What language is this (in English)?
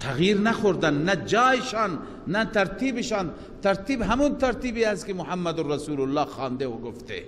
Persian